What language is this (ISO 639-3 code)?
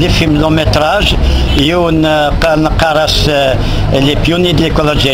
kab